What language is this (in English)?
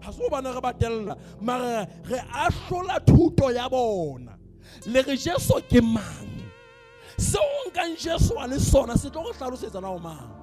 Southern Sotho